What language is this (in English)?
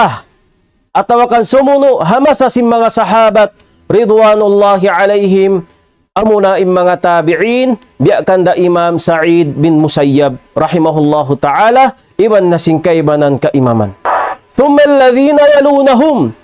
Tausug